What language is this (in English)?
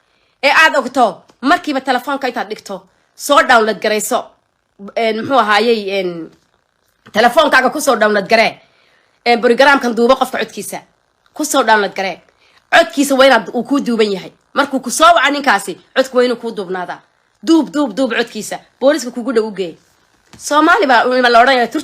Somali